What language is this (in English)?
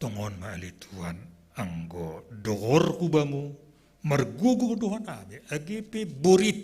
Batak Simalungun